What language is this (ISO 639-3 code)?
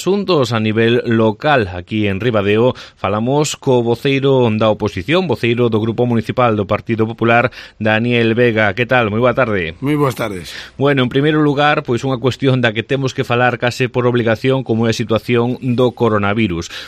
glg